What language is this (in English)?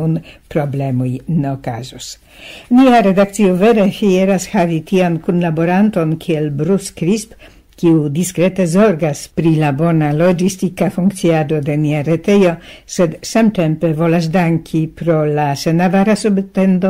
Esperanto